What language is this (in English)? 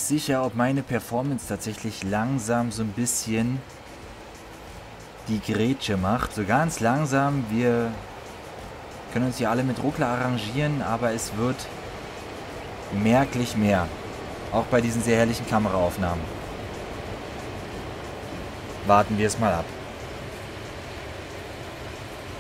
German